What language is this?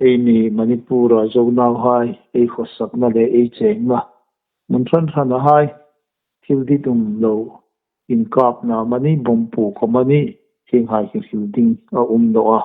Hmar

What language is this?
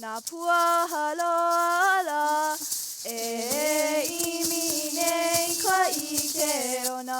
Hawaiian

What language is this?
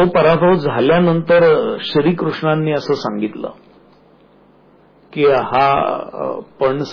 Marathi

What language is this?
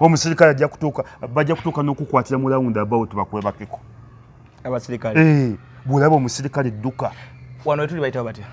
Ganda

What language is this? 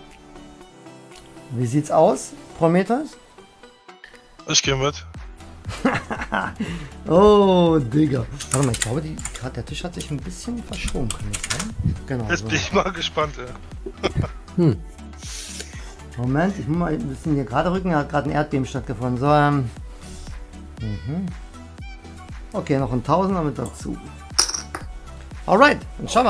German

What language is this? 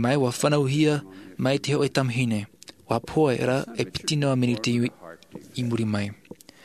Tahitian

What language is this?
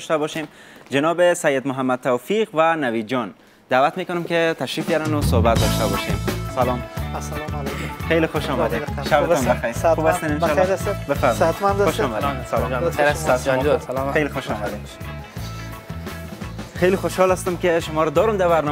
Persian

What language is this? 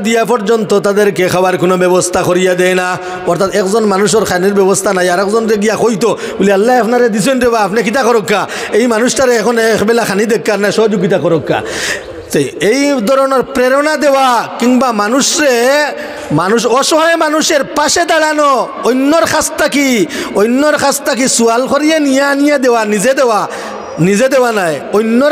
Sylheti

